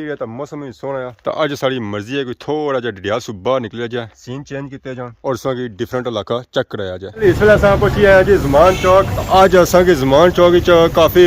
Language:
Pahari-Potwari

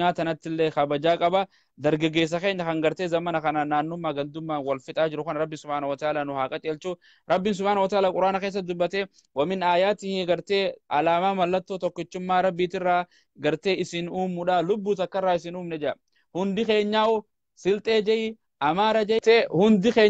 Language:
Oromo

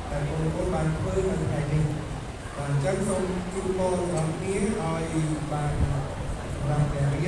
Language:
Khmer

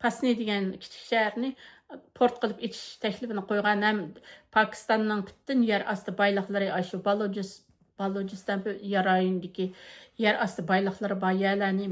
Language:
Uyghur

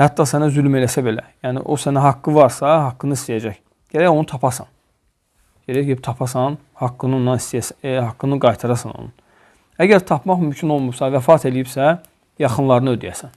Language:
Azerbaijani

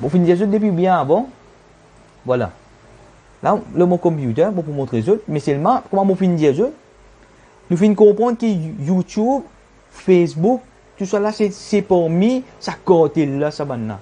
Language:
Morisyen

